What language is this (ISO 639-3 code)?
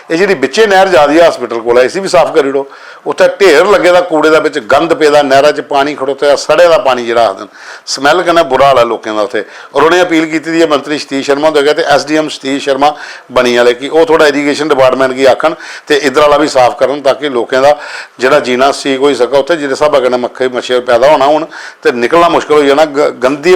doi